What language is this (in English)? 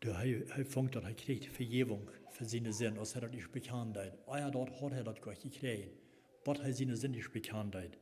Plautdietsch